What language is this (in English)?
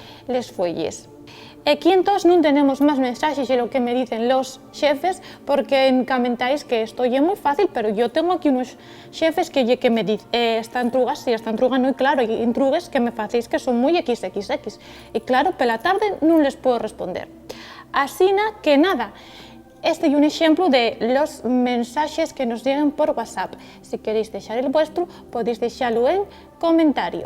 Asturian